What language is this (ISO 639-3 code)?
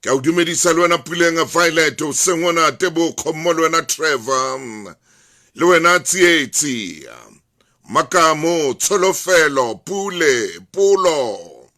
sot